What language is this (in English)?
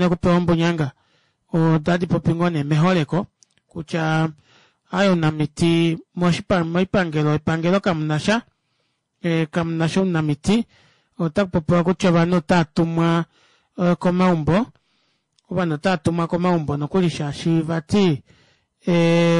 Kuanyama